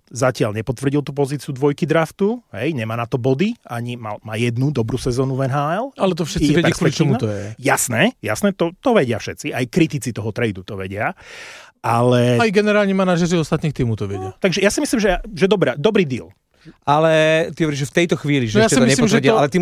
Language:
Slovak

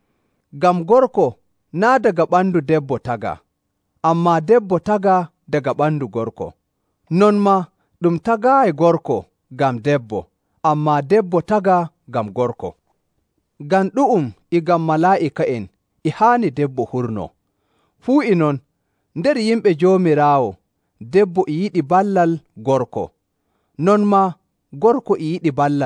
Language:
Nigerian Fulfulde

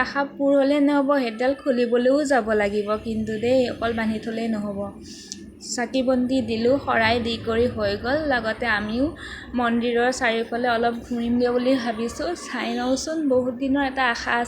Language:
Assamese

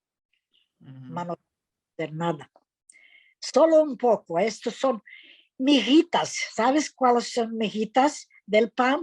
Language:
Ladino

